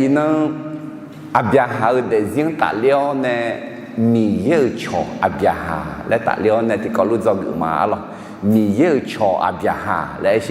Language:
Akha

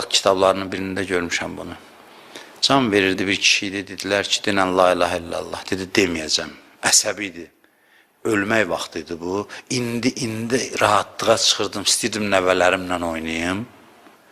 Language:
Azerbaijani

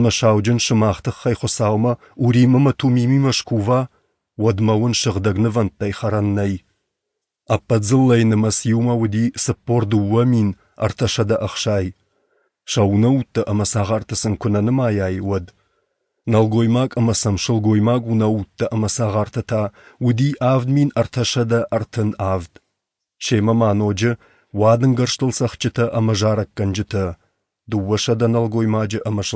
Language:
Ossetic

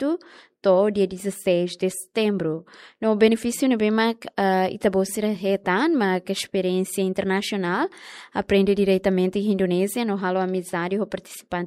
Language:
Tetum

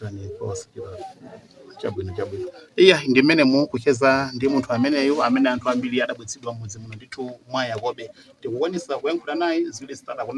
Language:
Nyanja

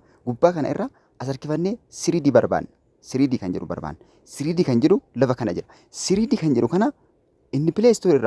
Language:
Oromo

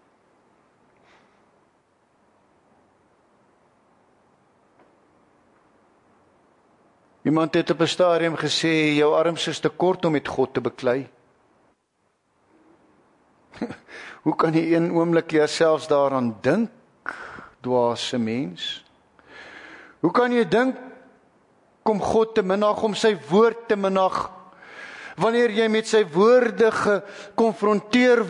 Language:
Afrikaans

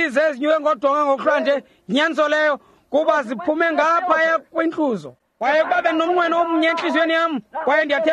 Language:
Xhosa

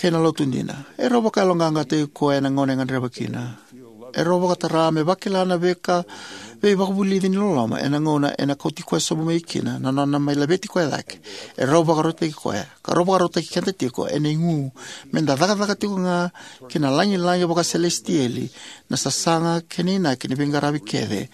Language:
Fijian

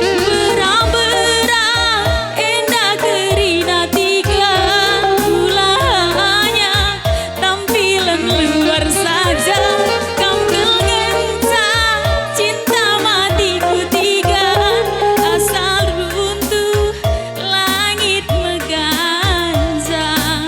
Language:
Batak Karo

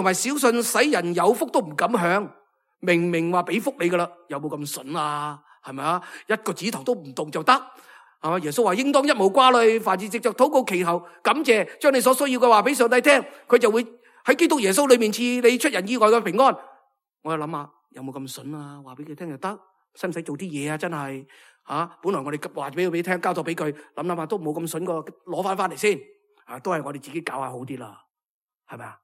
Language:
Cantonese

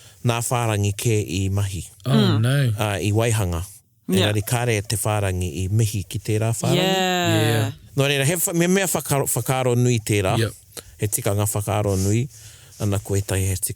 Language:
Māori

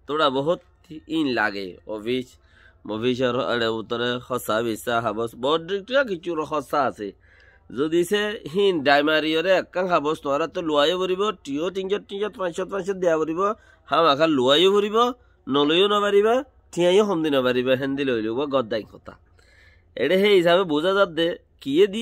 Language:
Rohingya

